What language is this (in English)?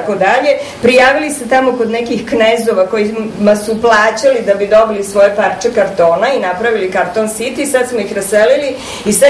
Serbian